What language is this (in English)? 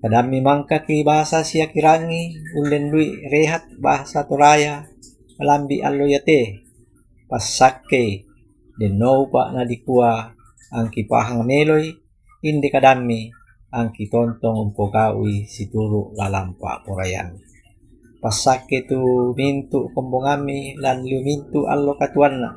Toraja-Sa'dan